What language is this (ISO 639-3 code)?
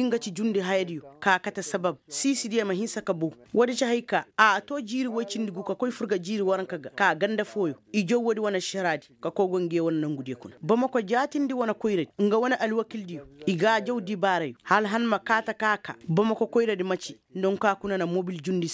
ses